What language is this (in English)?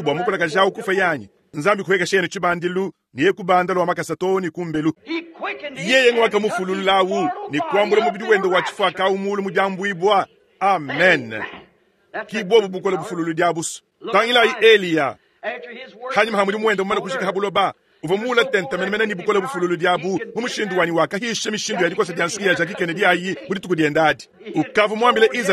Luba-Lulua